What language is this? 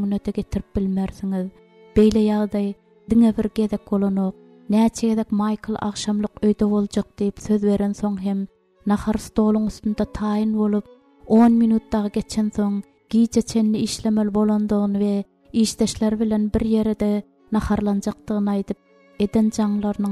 Turkmen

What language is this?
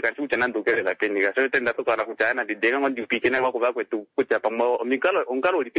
Kuanyama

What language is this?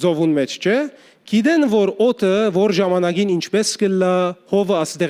Western Armenian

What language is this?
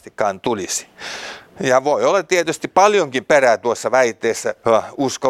Finnish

